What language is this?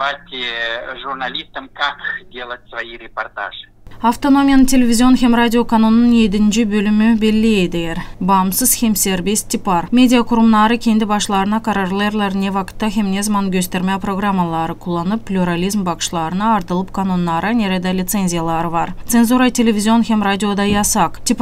Gagauz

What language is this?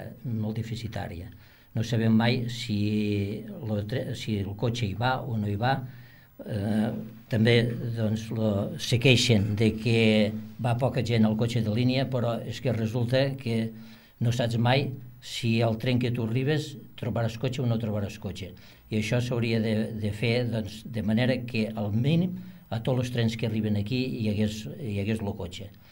Catalan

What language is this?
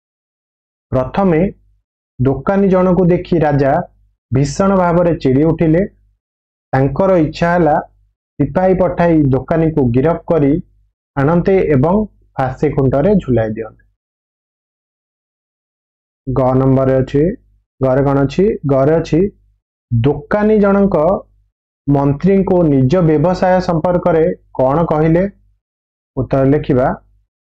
Odia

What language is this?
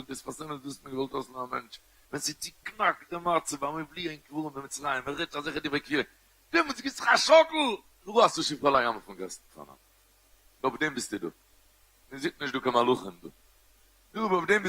Yiddish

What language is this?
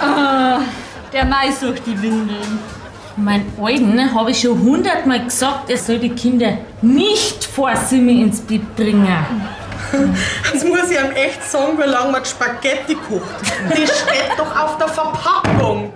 Bavarian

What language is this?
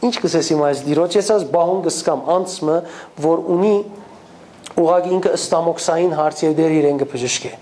Western Armenian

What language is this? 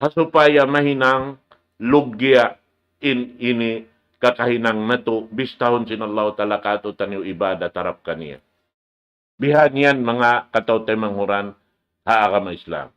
Tausug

